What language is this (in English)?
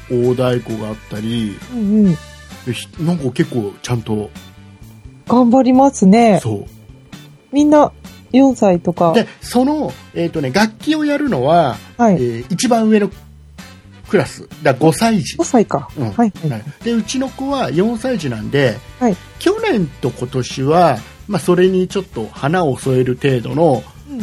Japanese